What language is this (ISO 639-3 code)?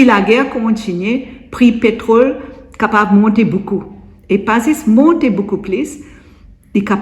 mfe